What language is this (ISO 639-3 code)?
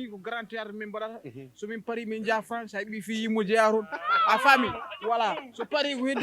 ful